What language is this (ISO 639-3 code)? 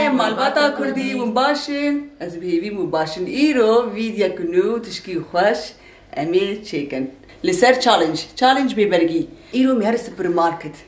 kur